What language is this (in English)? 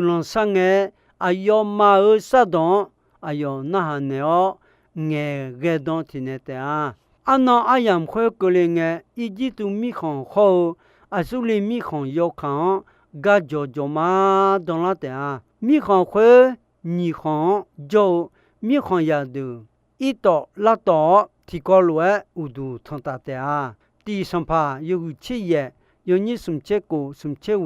Akha